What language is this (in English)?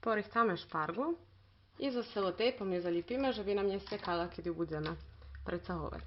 Rusyn